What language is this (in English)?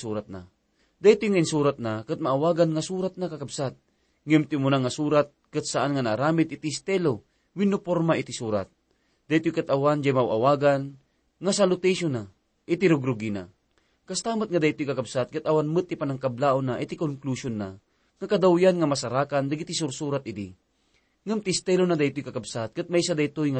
Iloko